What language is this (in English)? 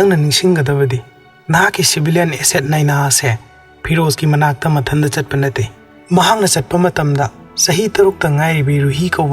Manipuri